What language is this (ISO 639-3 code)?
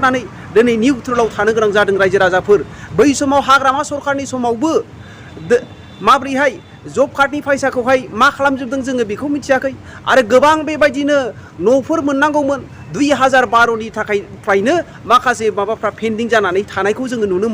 brx